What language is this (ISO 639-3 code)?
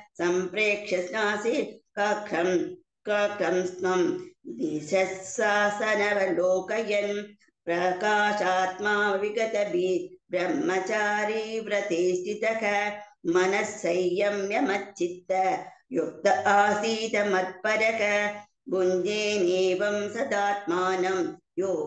san